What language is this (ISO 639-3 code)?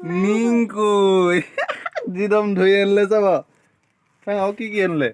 asm